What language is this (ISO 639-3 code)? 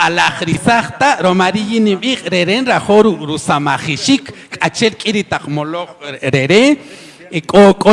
cak